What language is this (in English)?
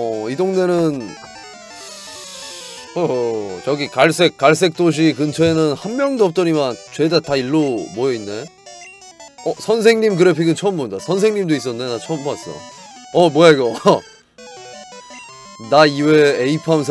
Korean